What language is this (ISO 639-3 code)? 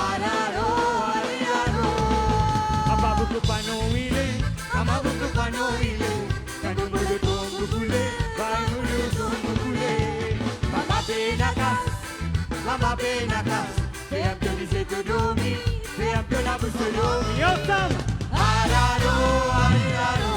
mfe